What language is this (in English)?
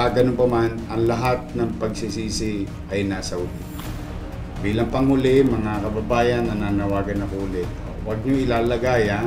Filipino